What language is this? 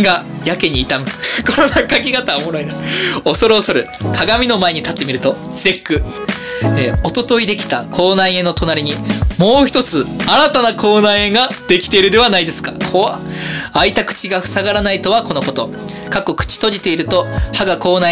Japanese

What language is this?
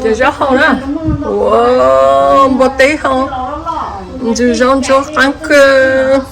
Hmong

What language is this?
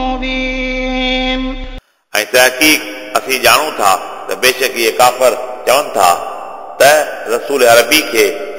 Sindhi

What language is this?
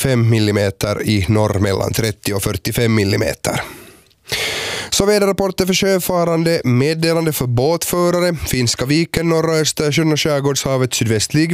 Swedish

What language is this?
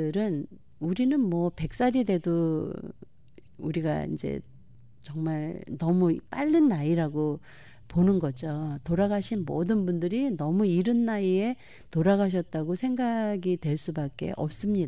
Korean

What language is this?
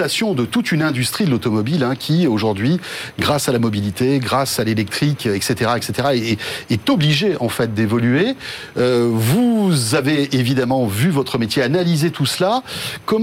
French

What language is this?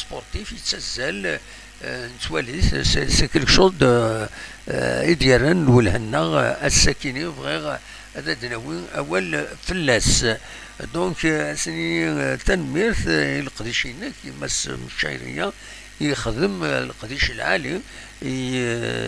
Kabyle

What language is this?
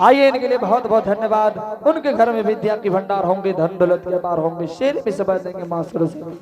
Angika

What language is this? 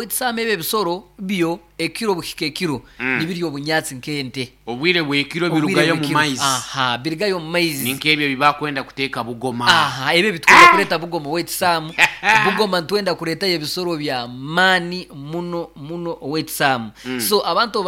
Nyoro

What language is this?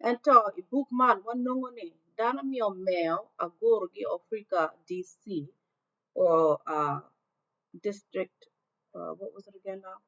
Acoli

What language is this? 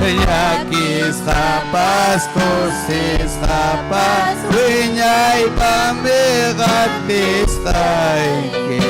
Ayacucho Quechua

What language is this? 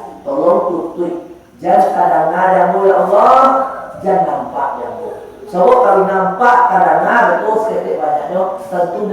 Minangkabau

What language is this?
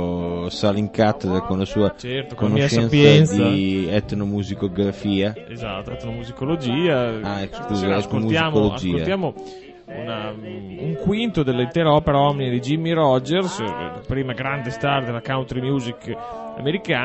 Italian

